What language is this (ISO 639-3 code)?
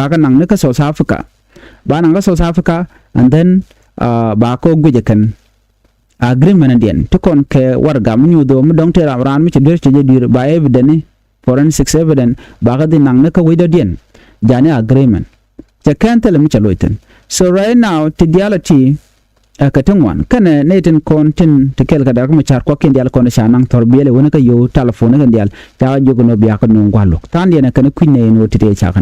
nus